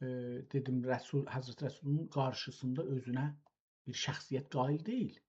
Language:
South Azerbaijani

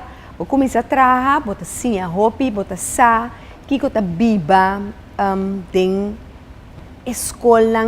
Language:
Papiamento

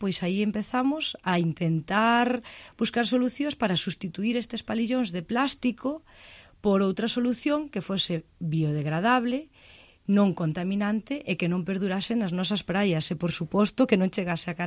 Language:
Galician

